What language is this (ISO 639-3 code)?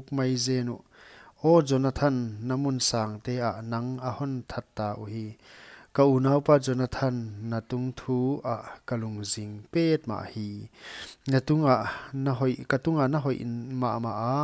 pck